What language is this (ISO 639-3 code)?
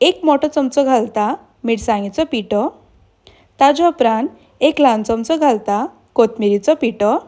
kok